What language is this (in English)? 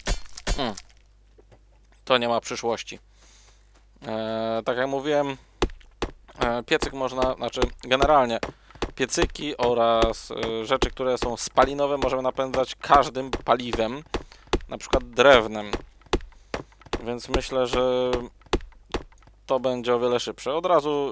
Polish